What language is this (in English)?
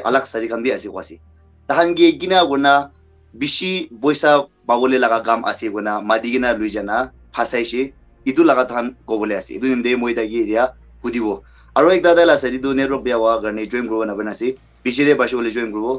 Naga Pidgin